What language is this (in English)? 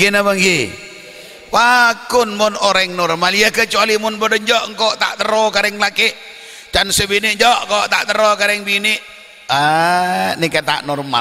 Madurese